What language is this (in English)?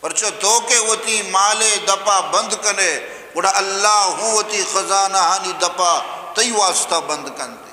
Eastern Balochi